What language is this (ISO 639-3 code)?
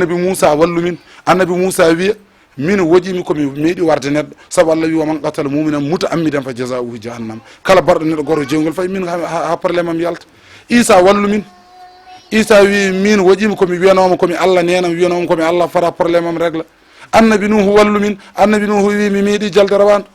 ful